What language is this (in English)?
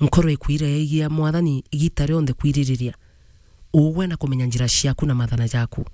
Meru